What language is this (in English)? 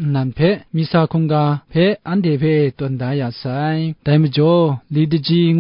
Kachin